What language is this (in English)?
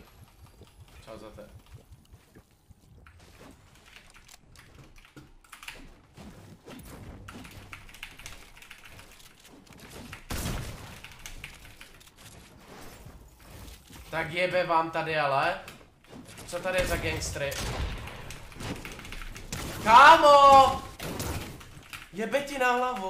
Czech